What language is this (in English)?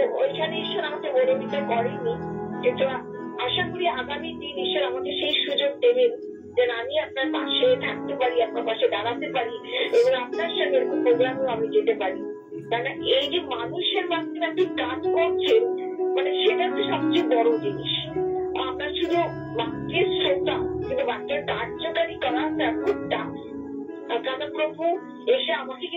Bangla